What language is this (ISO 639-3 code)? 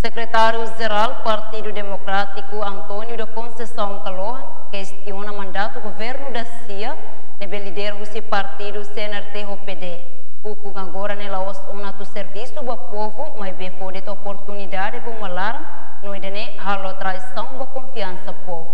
tet